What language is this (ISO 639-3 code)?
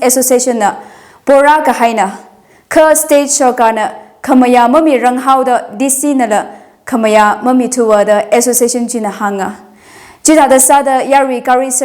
nmf